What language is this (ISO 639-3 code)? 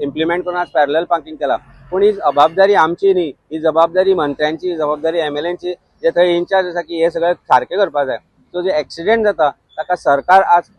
kok